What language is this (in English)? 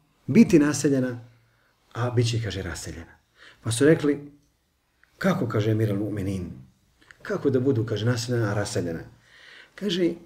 Bosnian